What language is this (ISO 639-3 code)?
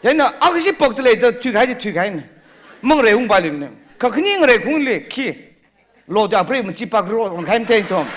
nmf